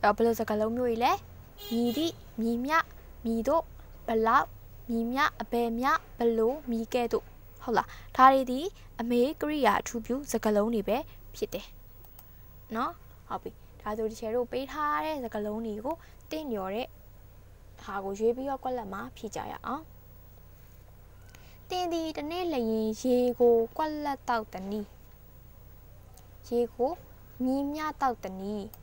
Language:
Burmese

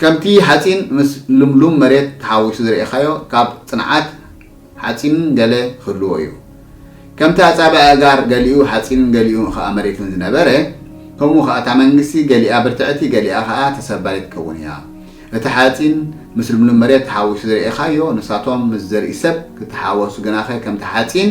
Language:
Tigrinya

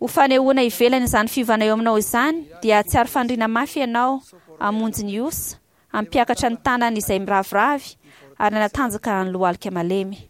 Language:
Malagasy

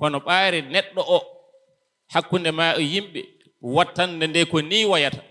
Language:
Fula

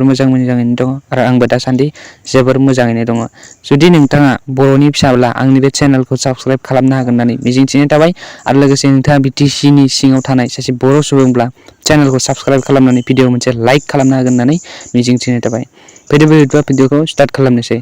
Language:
Bodo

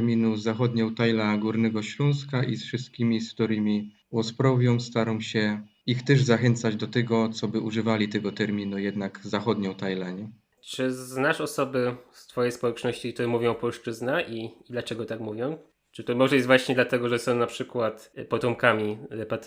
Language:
Silesian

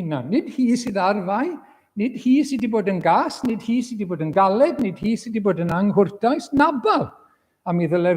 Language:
Welsh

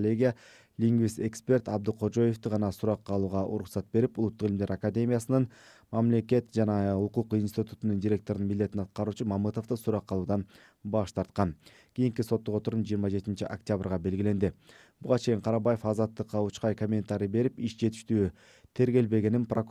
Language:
Kyrgyz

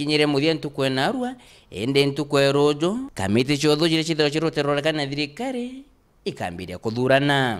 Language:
Meru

